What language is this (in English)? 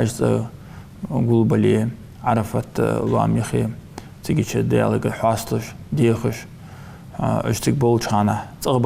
Ingush